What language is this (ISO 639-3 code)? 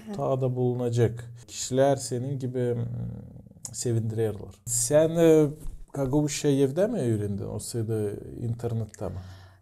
gag